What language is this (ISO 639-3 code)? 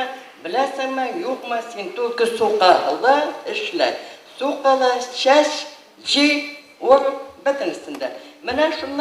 tat